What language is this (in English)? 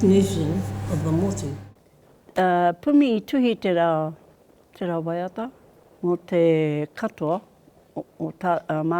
Māori